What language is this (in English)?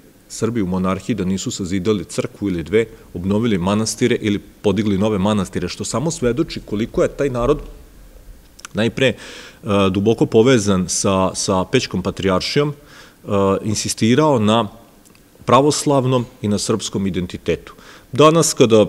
Serbian